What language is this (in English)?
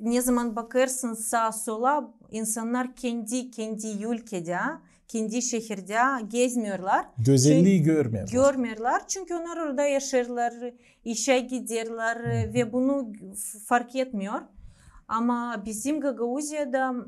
Gagauz